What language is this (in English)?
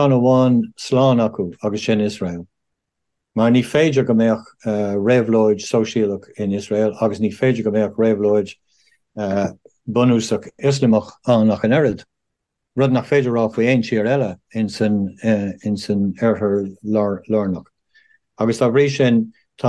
Irish